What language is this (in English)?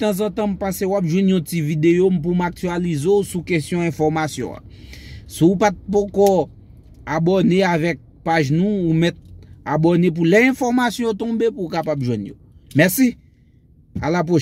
Haitian Creole